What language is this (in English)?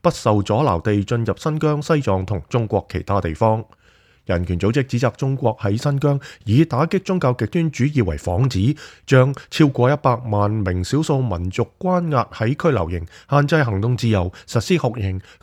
Cantonese